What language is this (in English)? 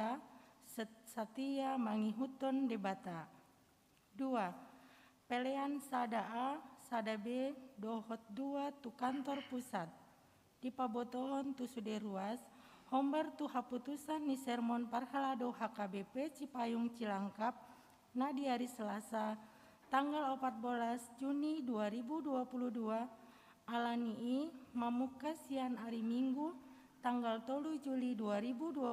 Batak Toba